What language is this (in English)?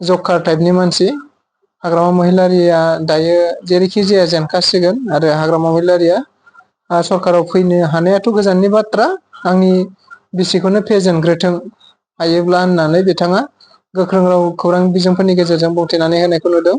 Bodo